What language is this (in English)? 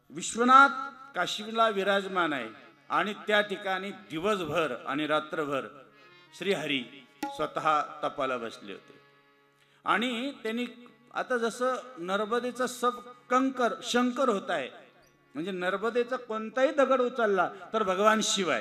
Marathi